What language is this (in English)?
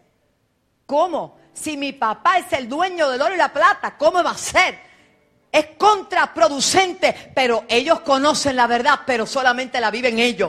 Spanish